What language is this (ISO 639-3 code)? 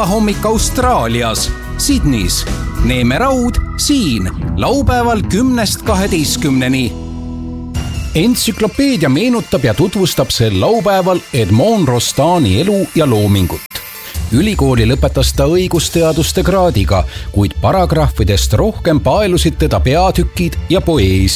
est